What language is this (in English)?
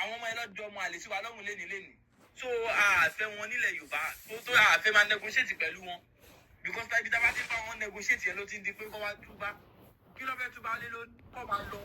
Yoruba